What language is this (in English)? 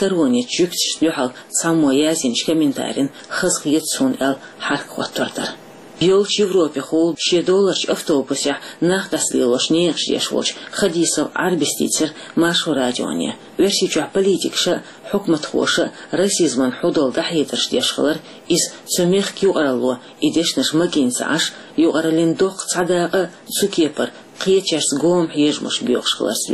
Chechen